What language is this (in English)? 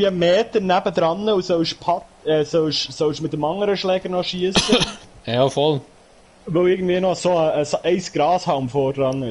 Swiss German